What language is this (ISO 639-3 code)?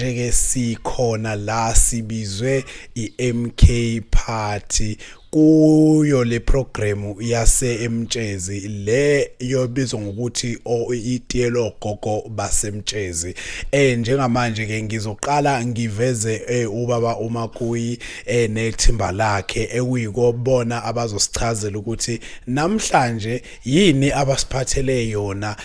zul